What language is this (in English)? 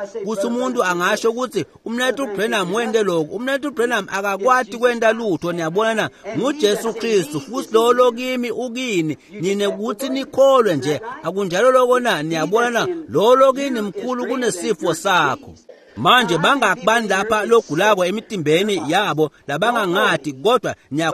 Swati